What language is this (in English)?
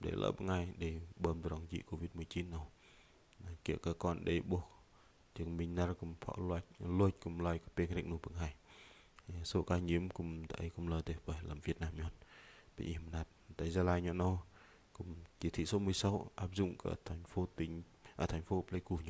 Bahnar